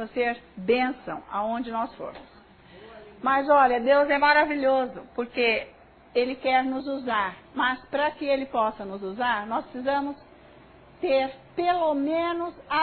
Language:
Portuguese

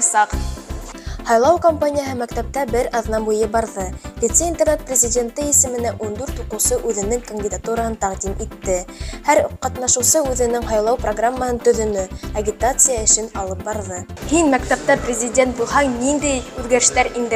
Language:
Bashkir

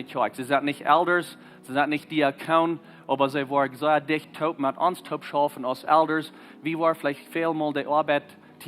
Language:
Plautdietsch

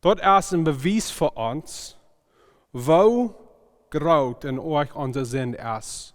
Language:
Plautdietsch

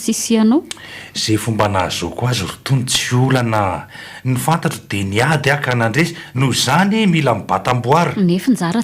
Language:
Malagasy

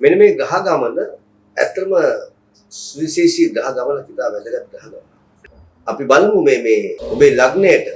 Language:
Sinhala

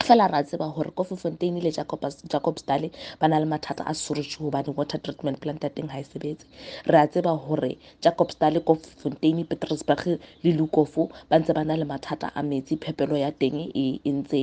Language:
Southern Sotho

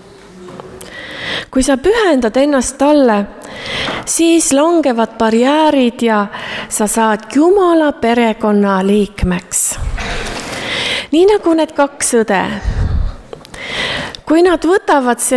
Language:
Estonian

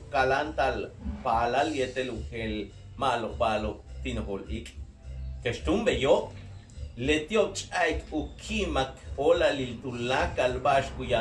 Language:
Yucateco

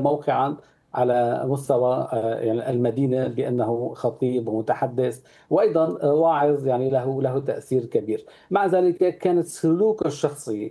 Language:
Arabic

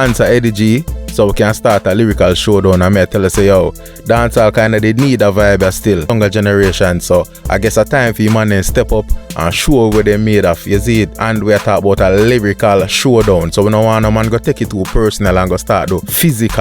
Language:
Jamaican Creole English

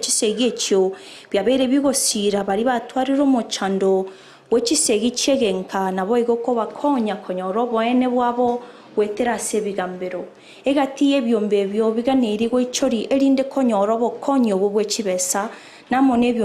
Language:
Gusii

